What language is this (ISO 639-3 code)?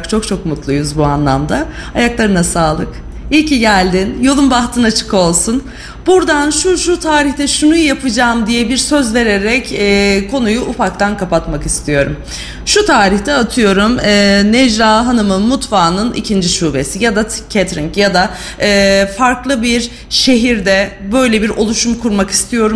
tur